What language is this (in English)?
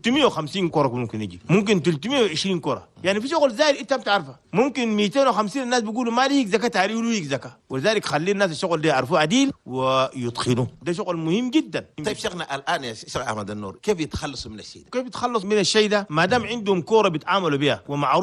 Chadian Arabic